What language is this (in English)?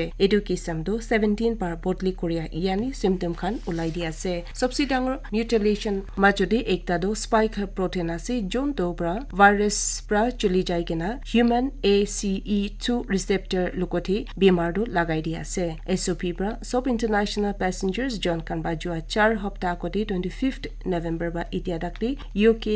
Naga Pidgin